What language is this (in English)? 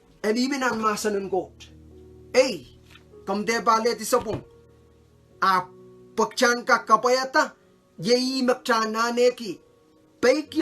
Pohnpeian